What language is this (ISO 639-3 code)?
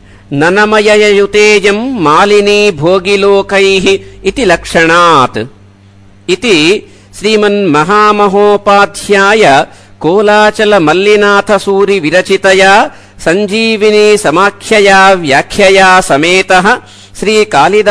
san